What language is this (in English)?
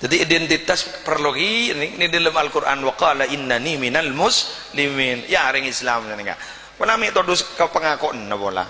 Madurese